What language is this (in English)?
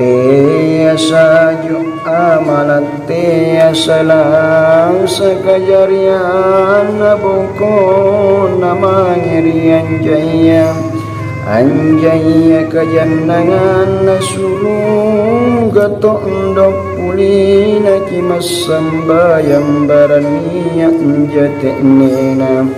Makasar